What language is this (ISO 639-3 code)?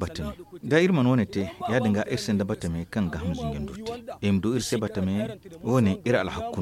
dje